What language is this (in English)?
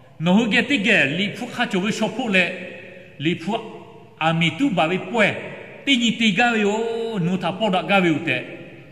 Lahu